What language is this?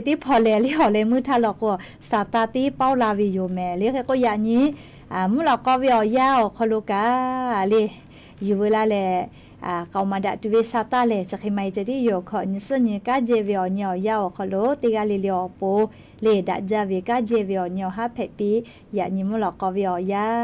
Lahu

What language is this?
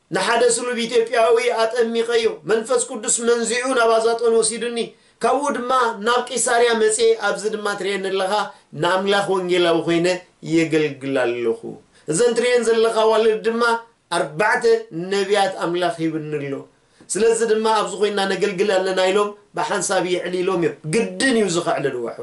Tigrinya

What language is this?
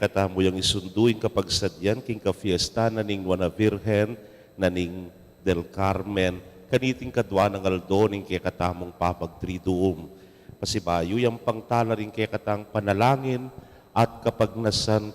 Pampanga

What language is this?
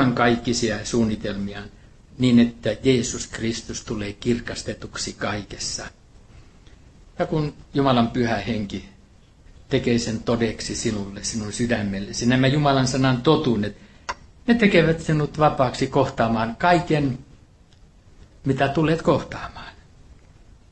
Finnish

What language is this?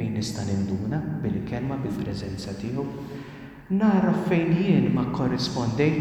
Maltese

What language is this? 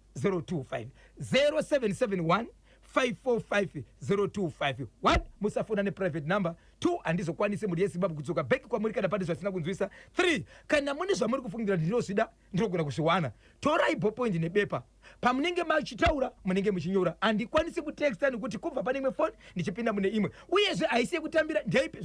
Shona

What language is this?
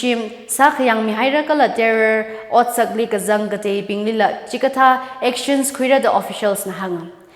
Tangkhul Naga (India)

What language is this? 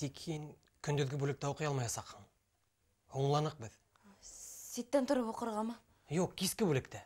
Bashkir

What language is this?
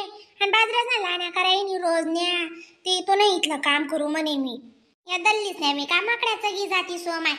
Khandesi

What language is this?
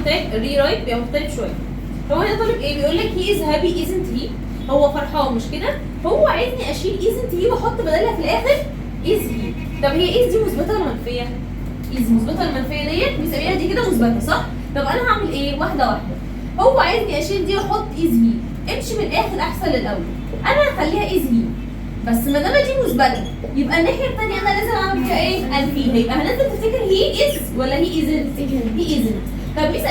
Egyptian Arabic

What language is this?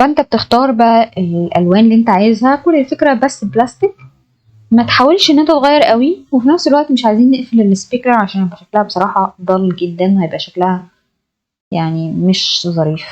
Egyptian Arabic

